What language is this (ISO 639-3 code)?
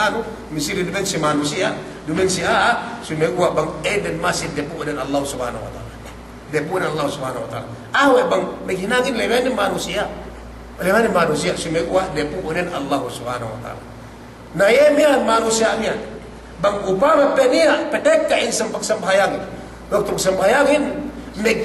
yka